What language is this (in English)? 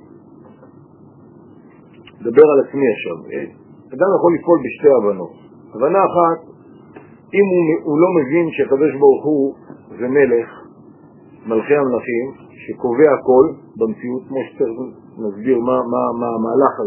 Hebrew